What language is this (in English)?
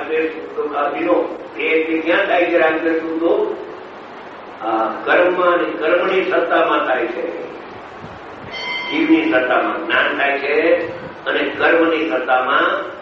Gujarati